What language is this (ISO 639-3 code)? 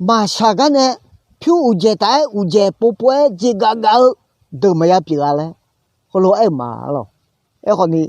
ahk